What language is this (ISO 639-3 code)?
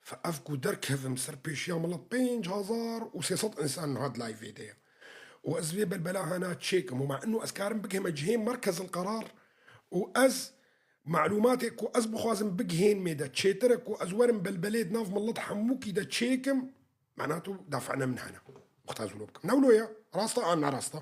kur